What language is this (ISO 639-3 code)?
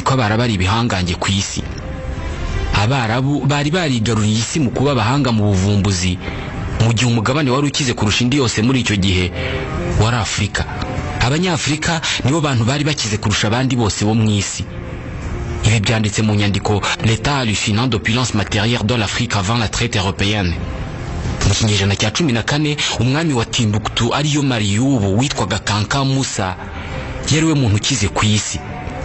kin